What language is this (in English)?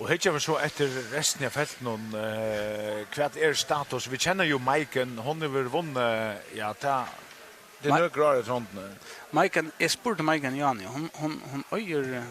Faroese